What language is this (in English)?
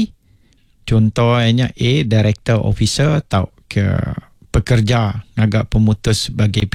Iban